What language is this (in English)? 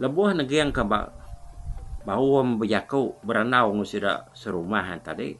Iban